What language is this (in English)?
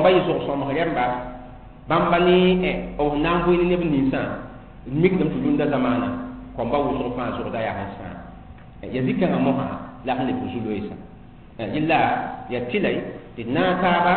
Mossi